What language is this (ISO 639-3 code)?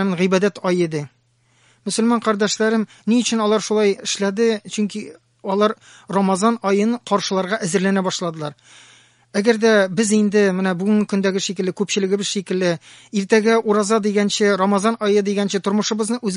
tat